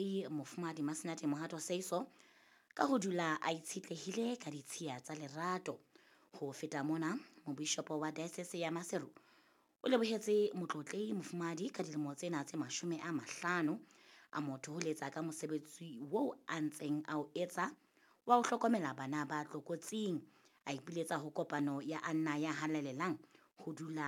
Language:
Southern Sotho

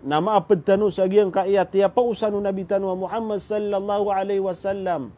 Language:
Maranao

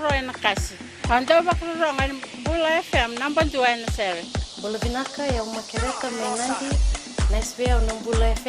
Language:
Fijian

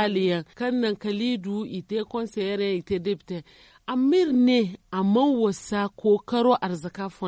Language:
Zarma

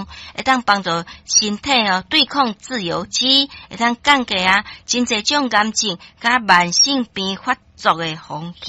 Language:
Min Nan Chinese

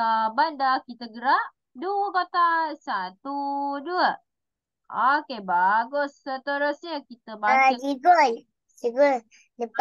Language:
Malay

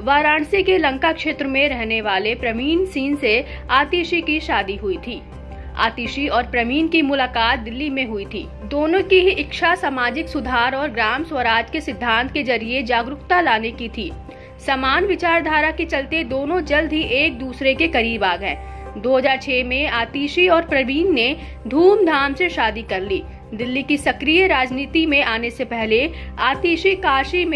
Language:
Hindi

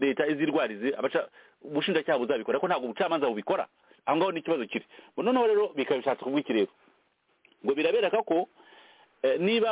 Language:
Kinyarwanda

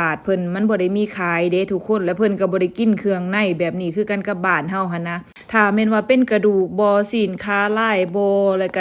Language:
Lao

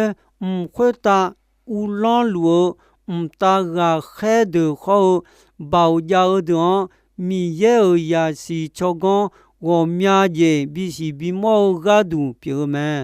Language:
Akha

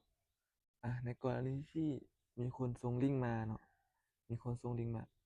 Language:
Lao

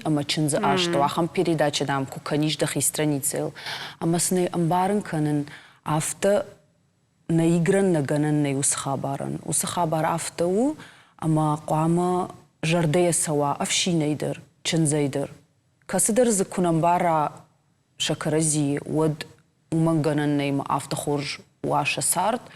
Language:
Ossetic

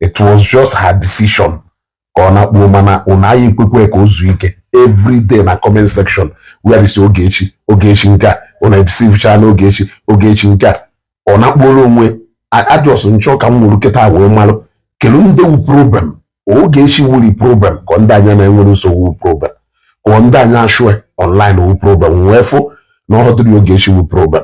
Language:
Igbo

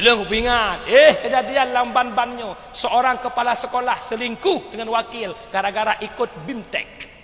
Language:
Achinese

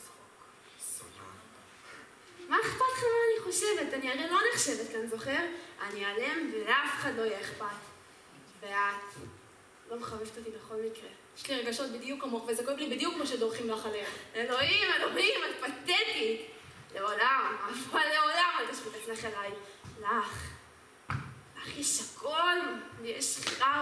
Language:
Hebrew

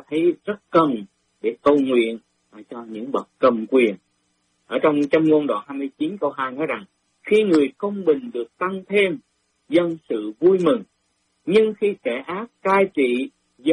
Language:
Vietnamese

